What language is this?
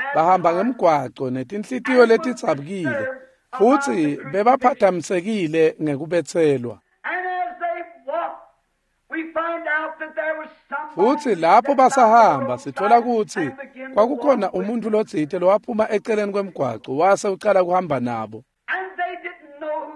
Swati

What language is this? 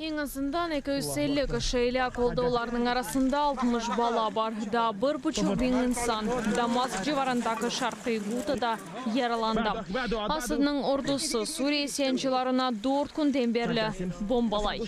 Crimean Tatar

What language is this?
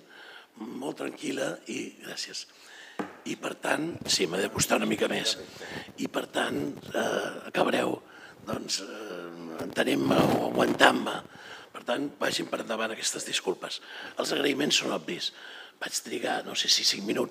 Catalan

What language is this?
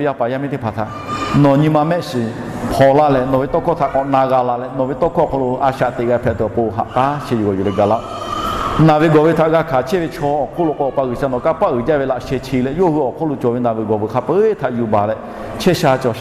Lahu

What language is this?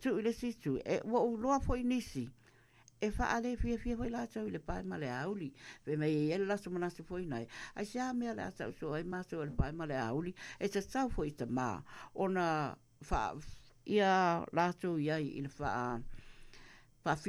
Samoan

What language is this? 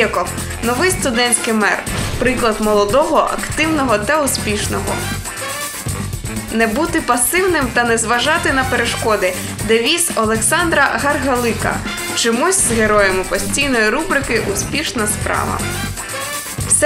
Ukrainian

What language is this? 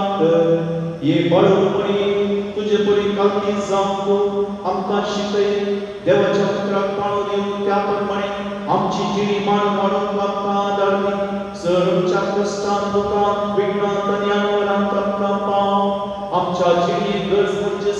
Konkani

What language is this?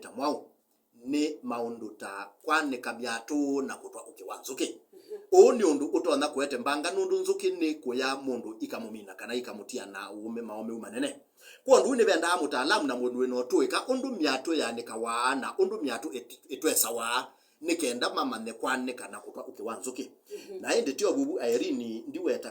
Kamba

